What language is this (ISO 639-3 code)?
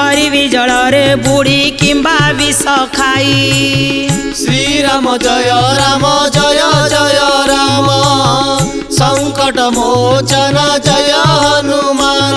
ori